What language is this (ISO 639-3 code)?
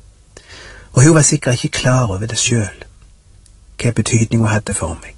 nor